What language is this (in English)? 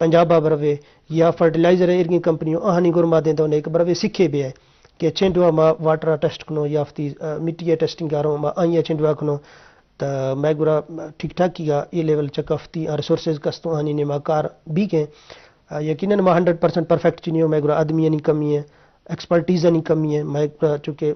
Eastern Balochi